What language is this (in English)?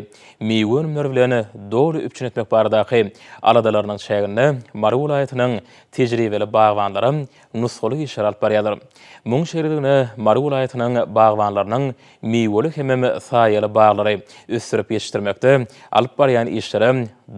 Turkmen